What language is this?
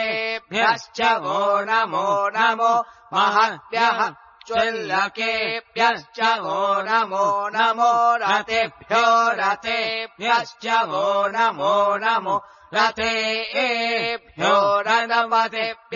Sanskrit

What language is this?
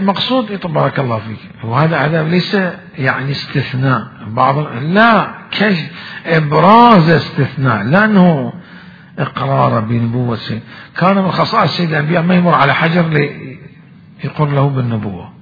Mesopotamian Arabic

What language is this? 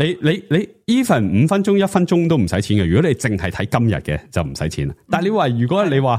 Cantonese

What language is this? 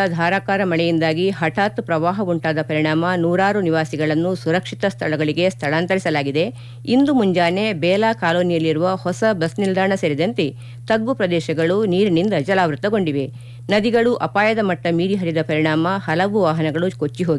Kannada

